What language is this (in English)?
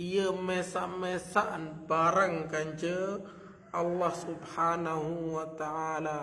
Sasak